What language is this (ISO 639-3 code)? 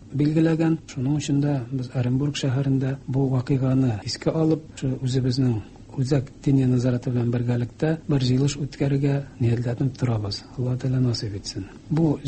tat